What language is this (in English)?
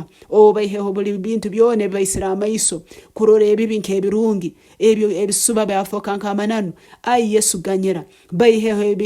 Nyankole